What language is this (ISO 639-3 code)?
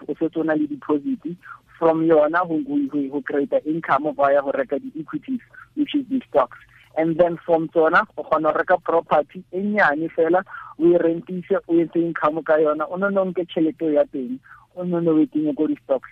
tsn